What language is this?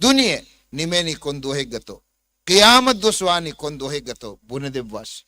Divehi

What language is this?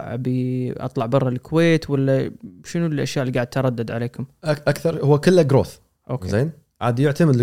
Gulf Arabic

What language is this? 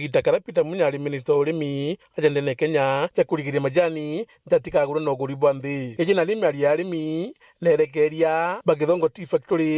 Meru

